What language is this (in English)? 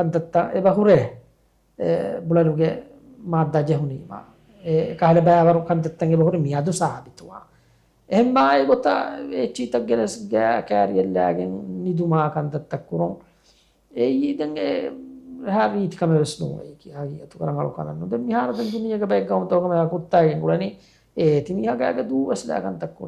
Divehi